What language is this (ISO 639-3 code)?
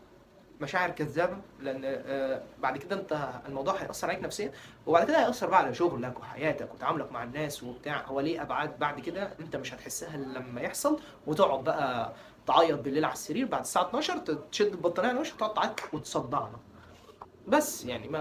arz